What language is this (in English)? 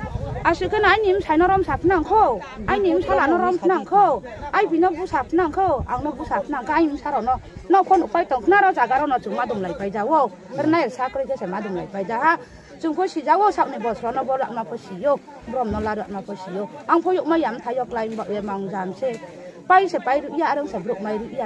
Riang (India)